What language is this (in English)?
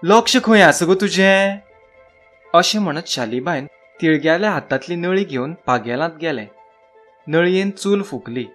Konkani